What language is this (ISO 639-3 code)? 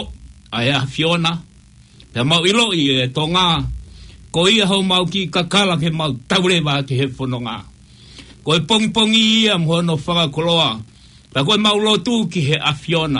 ton